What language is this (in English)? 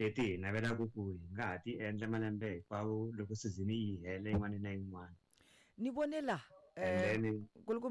Tsonga